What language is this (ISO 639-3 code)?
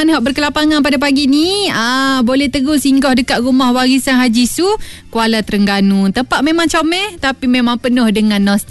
msa